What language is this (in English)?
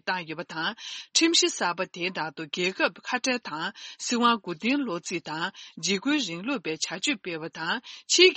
Tibetan